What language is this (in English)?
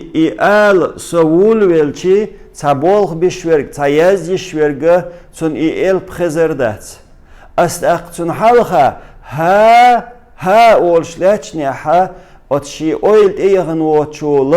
Chechen